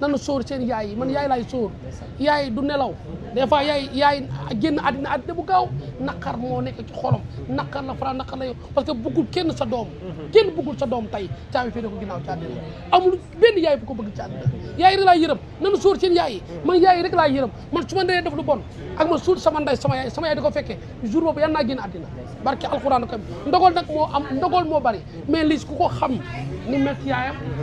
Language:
Wolof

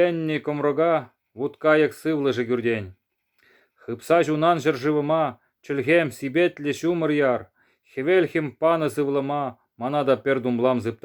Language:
Chuvash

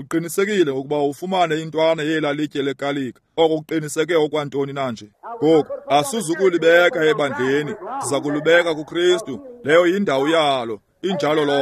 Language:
Xhosa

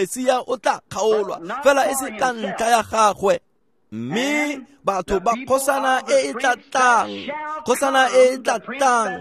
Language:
Tswana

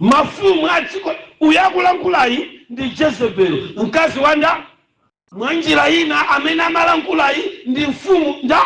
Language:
Nyanja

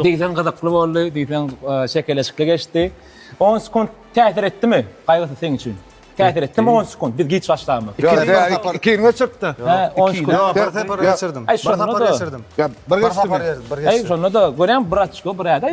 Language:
Turkmen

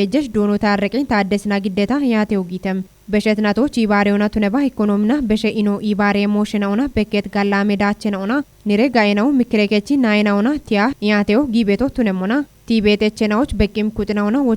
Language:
Kafa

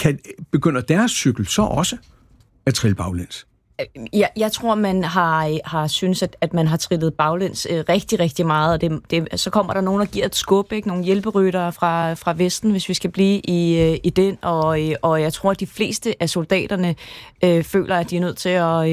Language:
Danish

